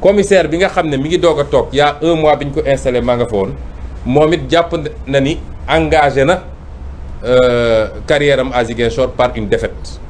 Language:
Wolof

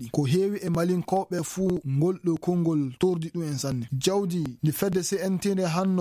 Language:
Fula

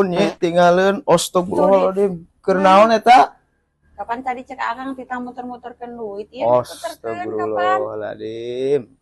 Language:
Sundanese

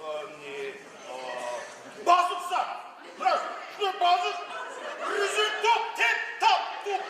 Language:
Kumyk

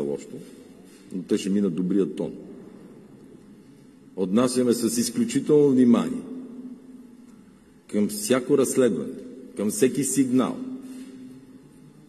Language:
Bulgarian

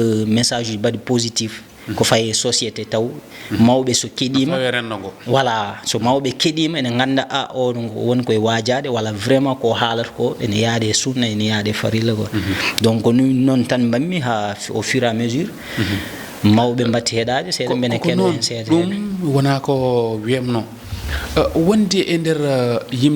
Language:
Fula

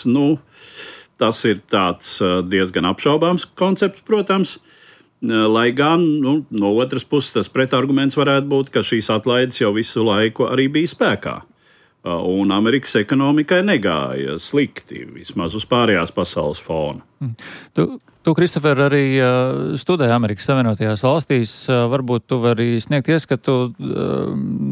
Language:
Latvian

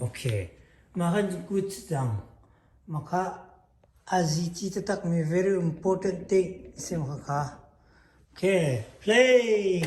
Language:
Hakha Chin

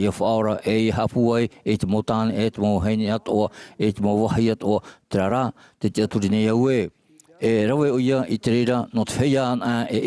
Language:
Tahitian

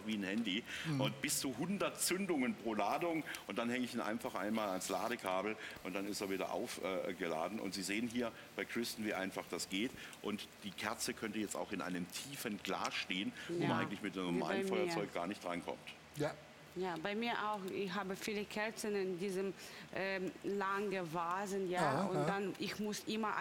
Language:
German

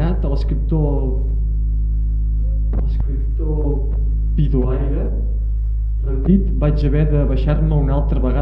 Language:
Catalan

